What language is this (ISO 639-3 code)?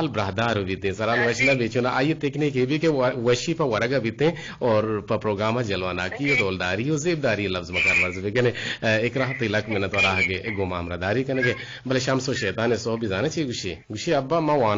bgp